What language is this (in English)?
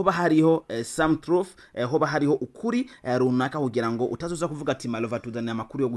Rundi